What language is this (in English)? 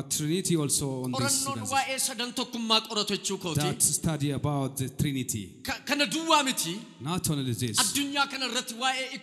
Oromo